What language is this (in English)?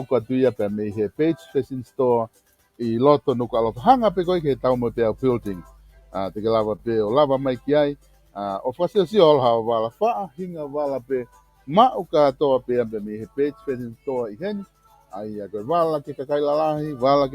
Tongan